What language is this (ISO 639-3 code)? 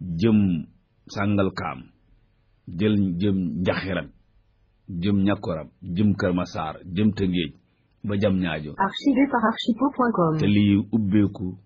wol